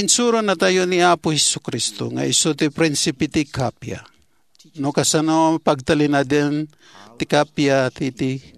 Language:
Iloko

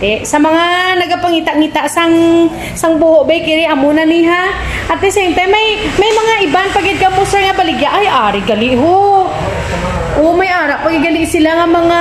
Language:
Hiligaynon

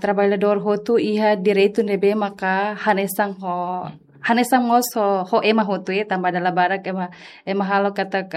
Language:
Tetum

